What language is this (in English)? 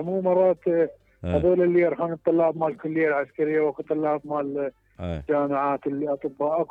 Mesopotamian Arabic